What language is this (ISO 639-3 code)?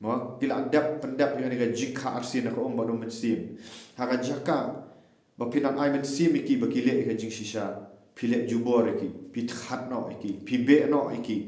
kha